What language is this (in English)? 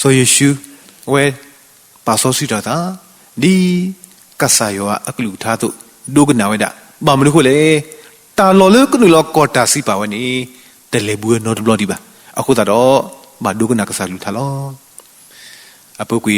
S'gaw Karen